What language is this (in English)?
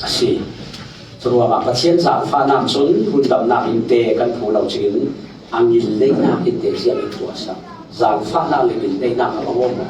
Falam Chin